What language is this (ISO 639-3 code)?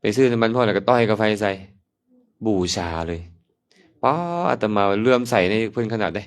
lao